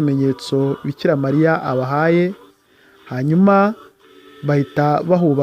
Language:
Kinyarwanda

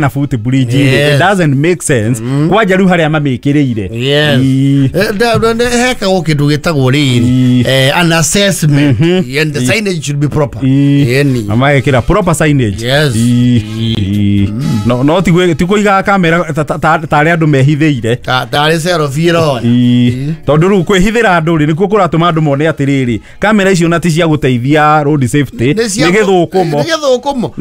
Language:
Kikuyu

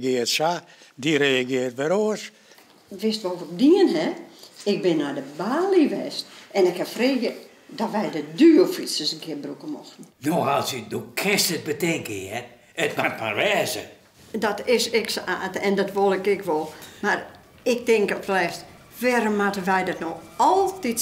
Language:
Western Frisian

